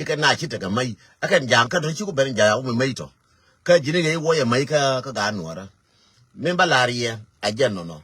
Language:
Nuer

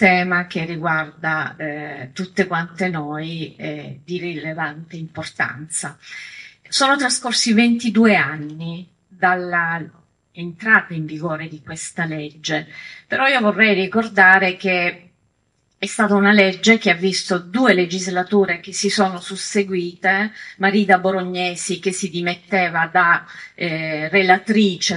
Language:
Italian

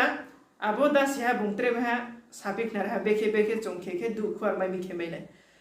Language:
Riang (India)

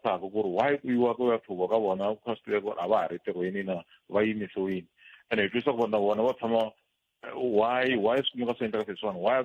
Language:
Tsonga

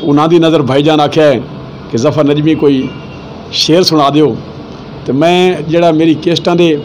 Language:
Saraiki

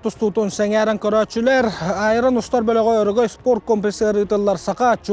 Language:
Yakut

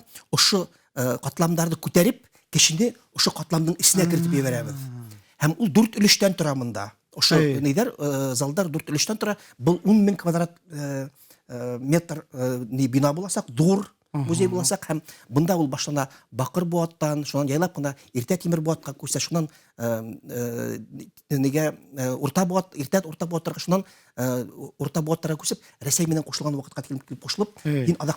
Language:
Bashkir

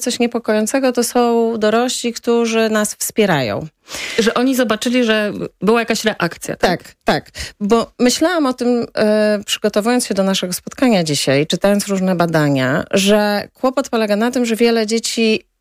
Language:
Polish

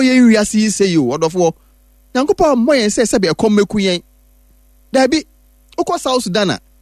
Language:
Akan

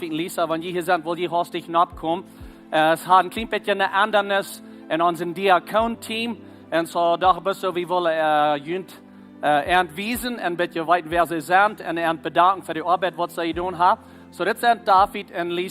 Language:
Plautdietsch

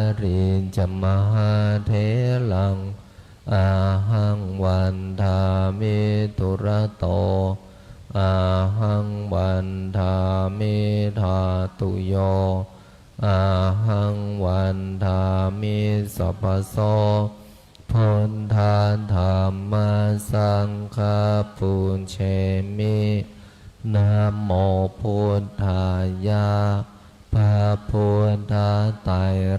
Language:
Pali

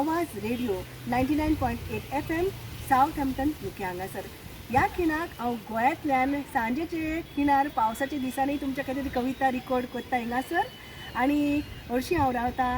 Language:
Konkani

